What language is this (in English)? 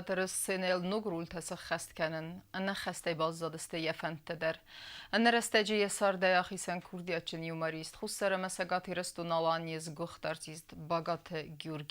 Ossetic